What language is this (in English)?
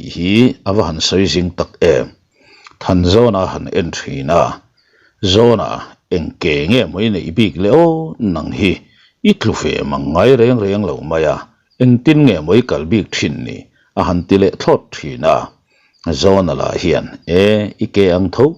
Mizo